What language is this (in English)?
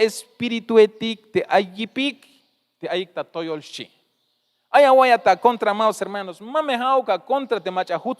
Tzeltal